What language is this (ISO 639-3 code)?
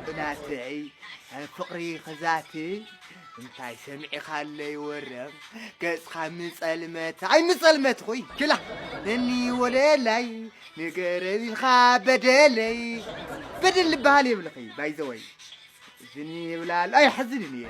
tir